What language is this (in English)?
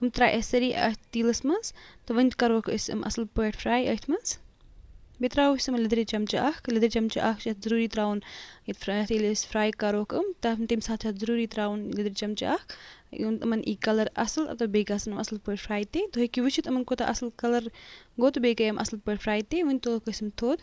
Kashmiri